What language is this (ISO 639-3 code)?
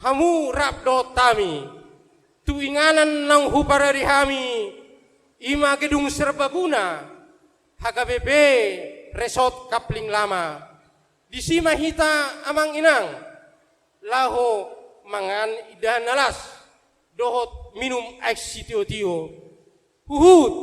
bbc